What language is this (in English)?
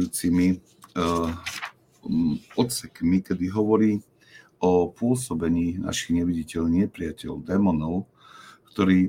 Slovak